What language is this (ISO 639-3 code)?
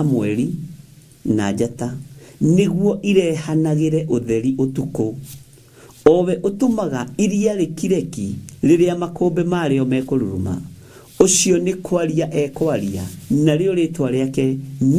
kik